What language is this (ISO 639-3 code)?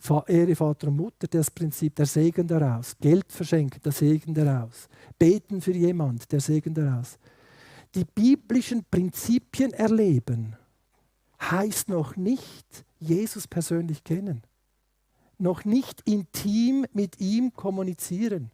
gsw